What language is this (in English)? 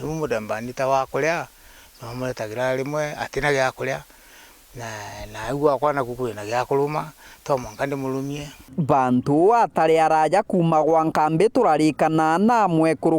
Meru